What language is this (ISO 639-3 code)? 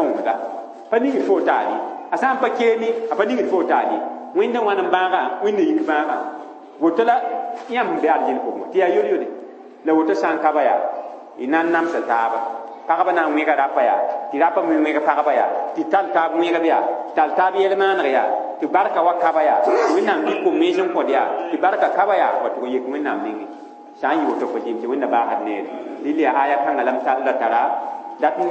mos